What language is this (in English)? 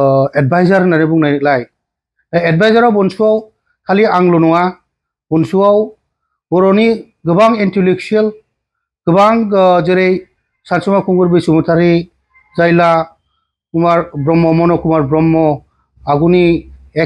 Bodo